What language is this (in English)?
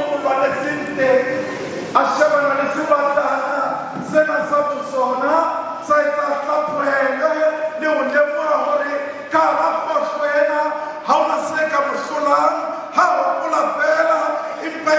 Southern Sotho